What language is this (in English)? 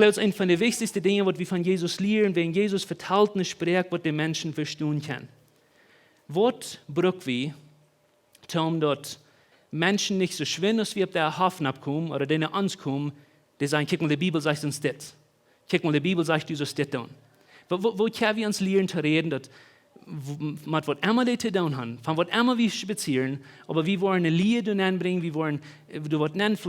Plautdietsch